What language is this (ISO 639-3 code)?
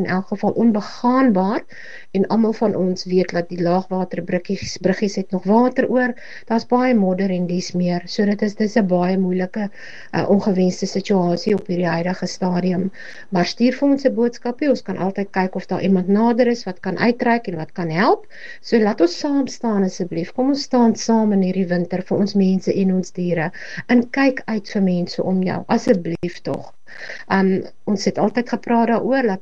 afr